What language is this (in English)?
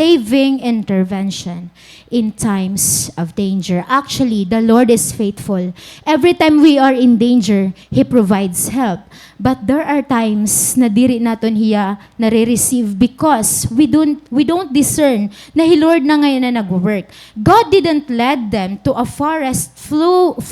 Waray